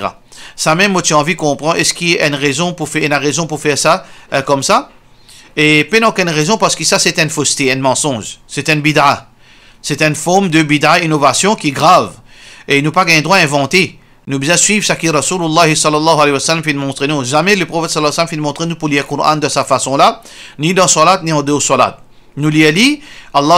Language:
Morisyen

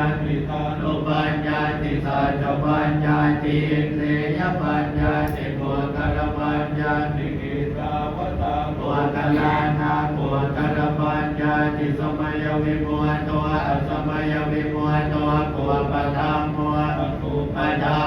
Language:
Pali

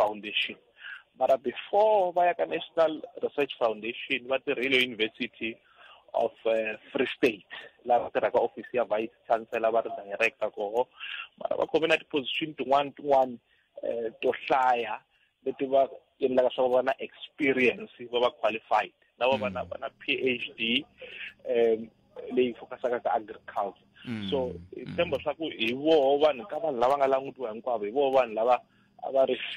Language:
Tsonga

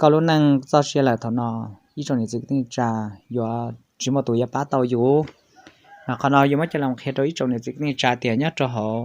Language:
Hmong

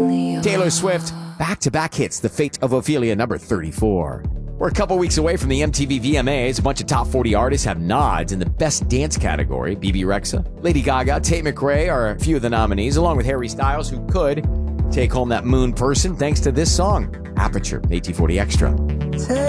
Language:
English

